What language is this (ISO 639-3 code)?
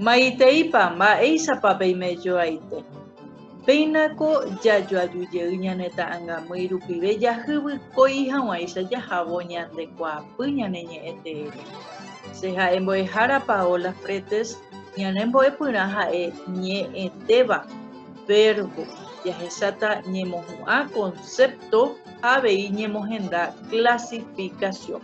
grn